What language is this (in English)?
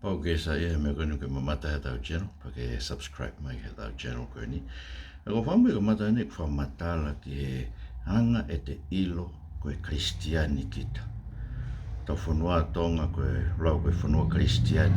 Tongan